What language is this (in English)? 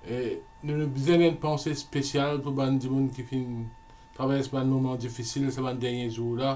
Morisyen